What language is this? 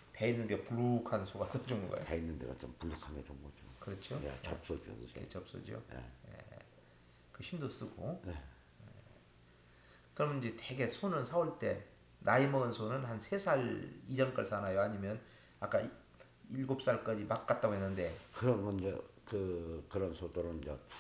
Korean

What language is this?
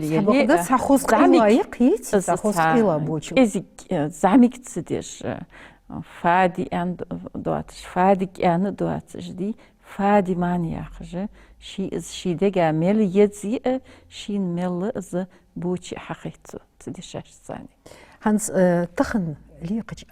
Ingush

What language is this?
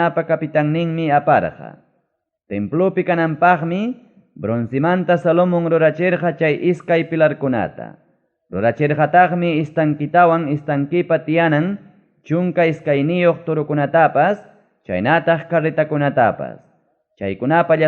Ayacucho Quechua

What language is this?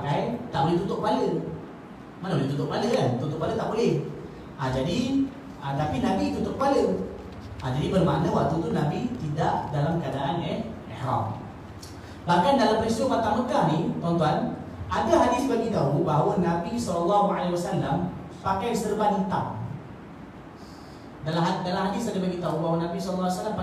Malay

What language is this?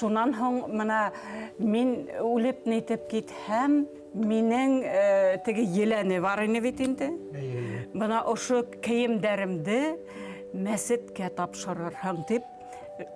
Bashkir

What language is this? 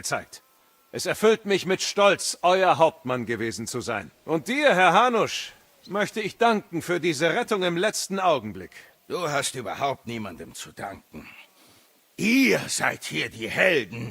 Bavarian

